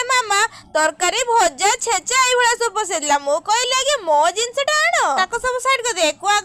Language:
Odia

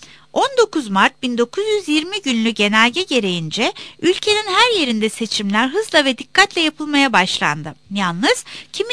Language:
Turkish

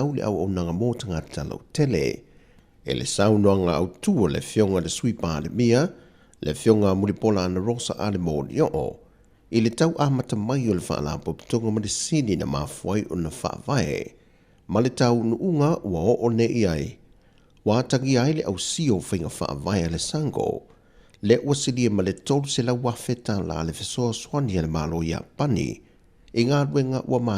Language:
Samoan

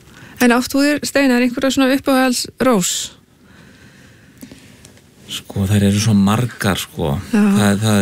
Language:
Icelandic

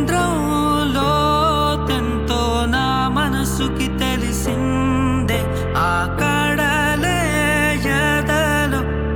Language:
Telugu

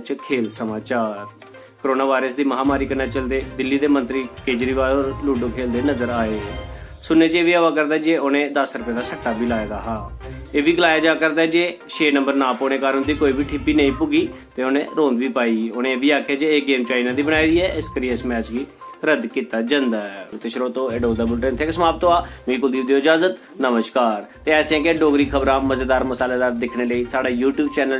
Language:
Dogri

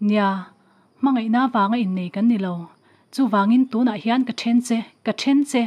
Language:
Mizo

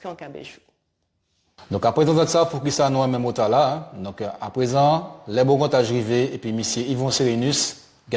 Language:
Guadeloupean Creole French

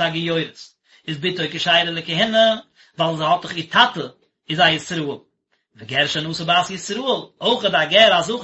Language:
Yiddish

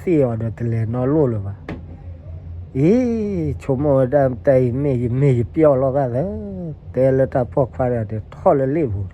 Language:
S'gaw Karen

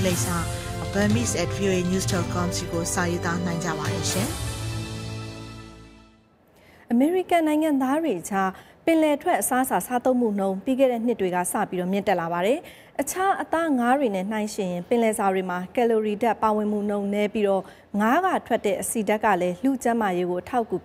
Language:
Burmese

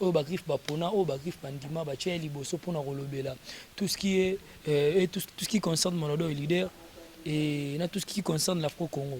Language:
Lingala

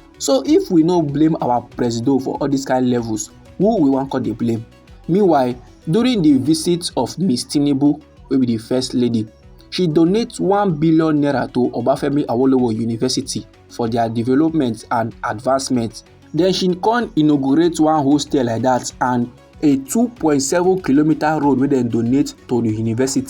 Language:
Nigerian Pidgin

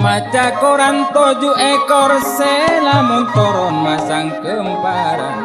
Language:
Madurese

